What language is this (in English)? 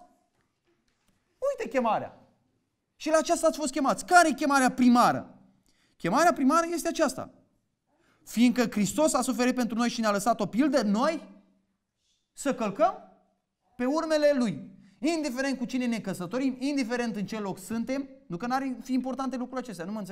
Romanian